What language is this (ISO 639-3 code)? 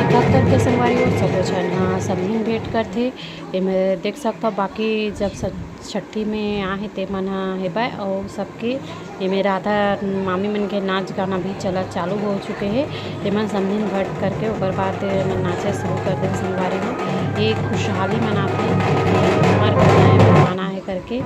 hne